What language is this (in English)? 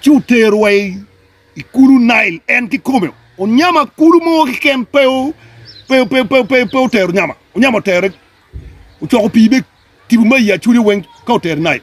Acoli